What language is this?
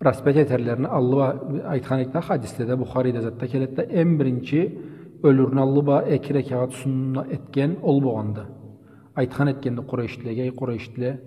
Karachay-Balkar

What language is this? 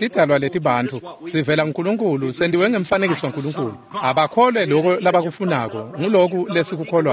Swati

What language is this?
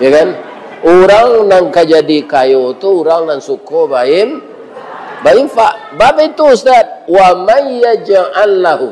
Minangkabau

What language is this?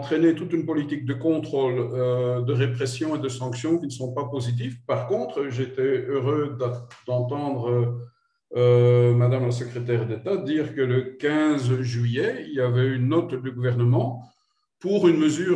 French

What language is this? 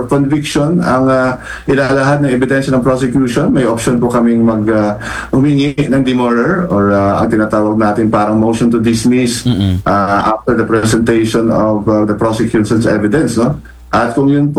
Filipino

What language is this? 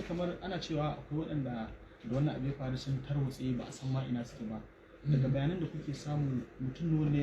Hausa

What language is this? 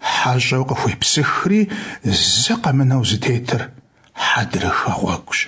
Kabardian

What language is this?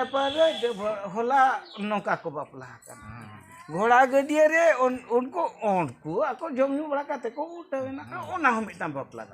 Santali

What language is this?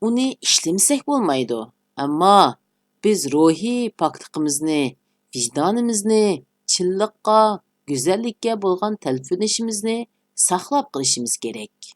Uyghur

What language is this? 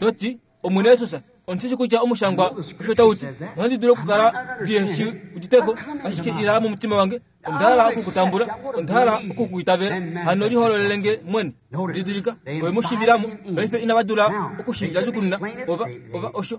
Kuanyama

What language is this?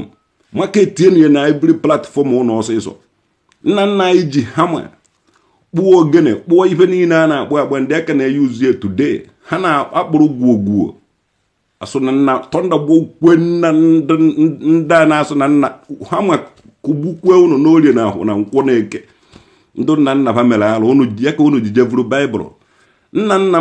Igbo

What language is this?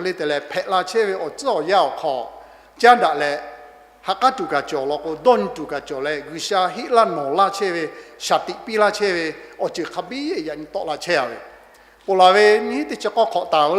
Lahu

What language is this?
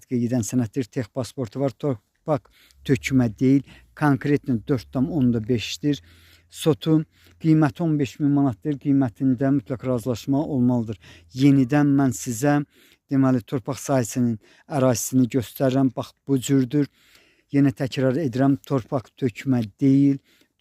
Azerbaijani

